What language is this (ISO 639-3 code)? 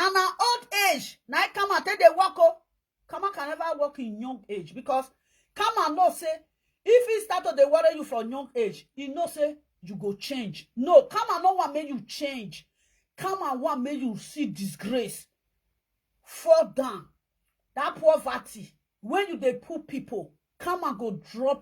pcm